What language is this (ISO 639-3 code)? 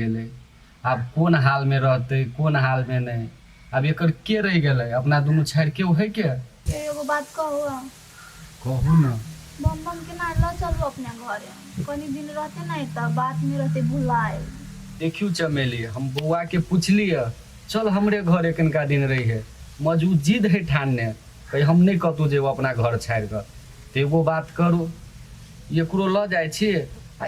mai